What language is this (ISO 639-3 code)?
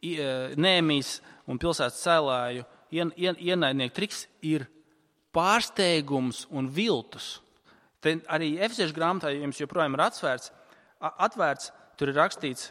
lav